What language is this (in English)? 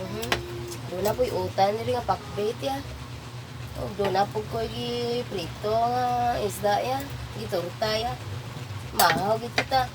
Cebuano